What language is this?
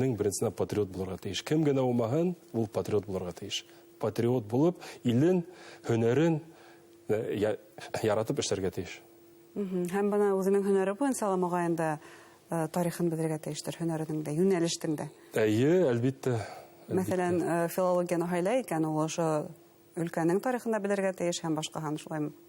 Bashkir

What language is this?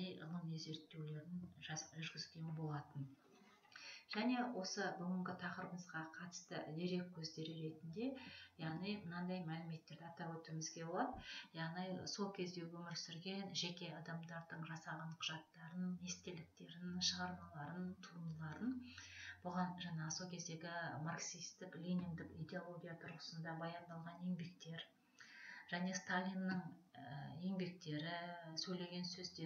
Kazakh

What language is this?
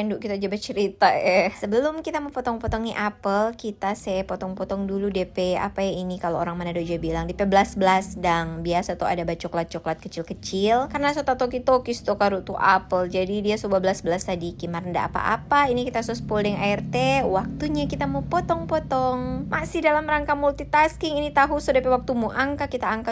Manado Malay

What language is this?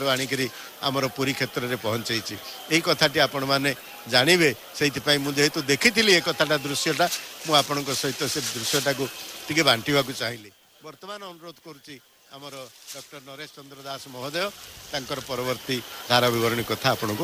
Odia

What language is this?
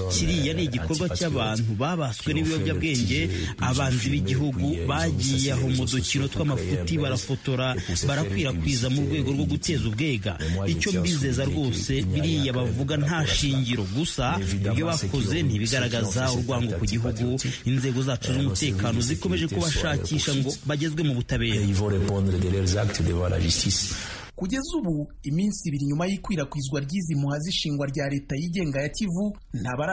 Kinyarwanda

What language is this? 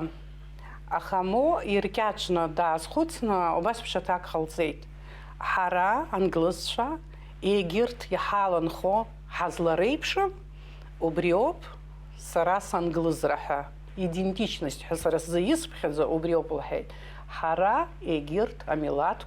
Abkhazian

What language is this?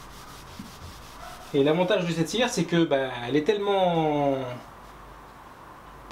French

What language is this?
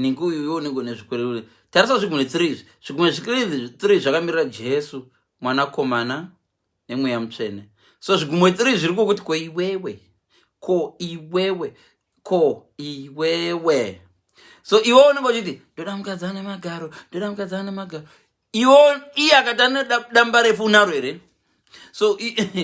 Shona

